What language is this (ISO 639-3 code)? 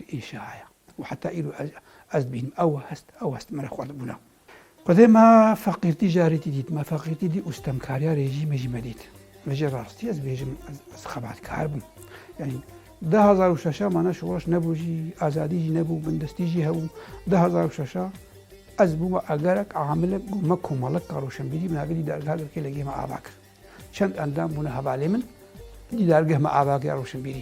kur